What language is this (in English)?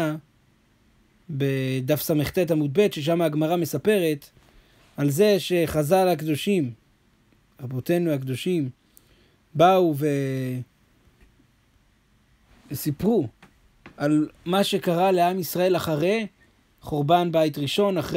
Hebrew